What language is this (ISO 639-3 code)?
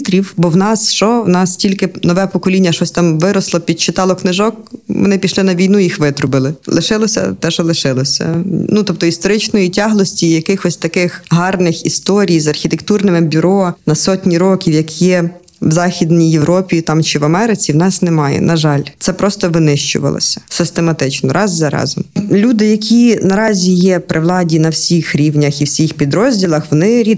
ukr